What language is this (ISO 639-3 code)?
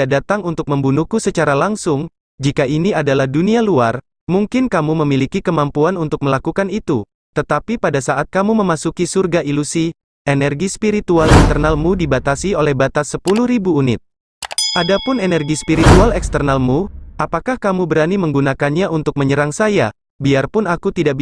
ind